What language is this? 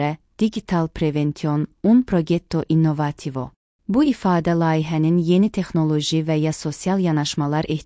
Azerbaijani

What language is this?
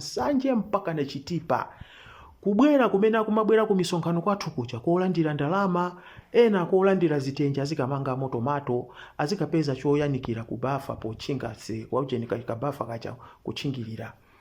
Nyanja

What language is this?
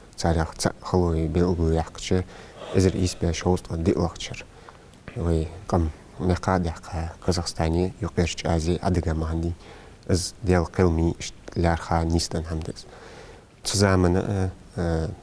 Ingush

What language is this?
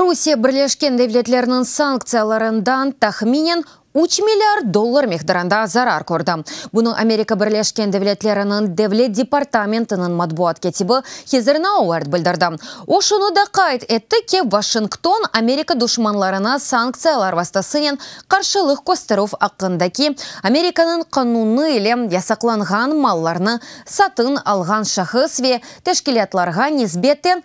Crimean Tatar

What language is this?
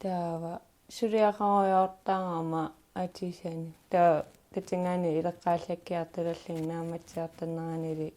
Kalaallisut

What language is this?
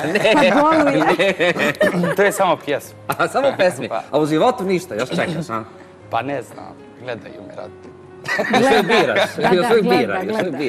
Bosnian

